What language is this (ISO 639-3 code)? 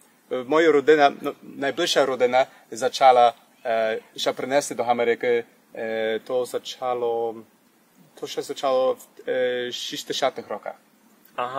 rue